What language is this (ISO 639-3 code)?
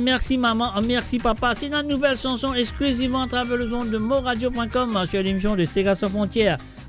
mfe